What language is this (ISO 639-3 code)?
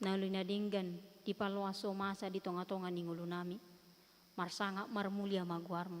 bbc